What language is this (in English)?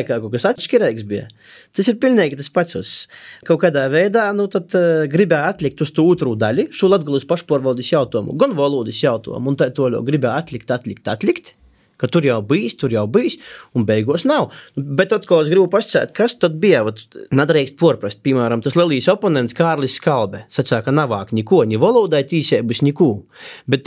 Latvian